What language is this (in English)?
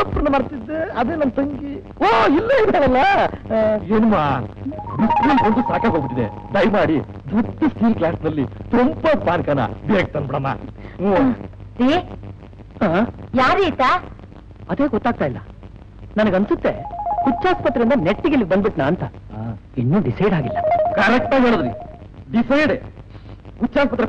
Kannada